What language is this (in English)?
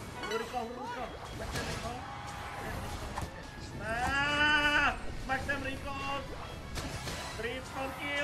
Indonesian